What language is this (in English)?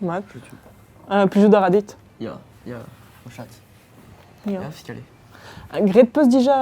Breton